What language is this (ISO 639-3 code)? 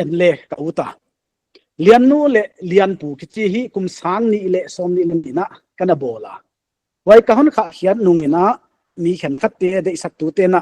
pck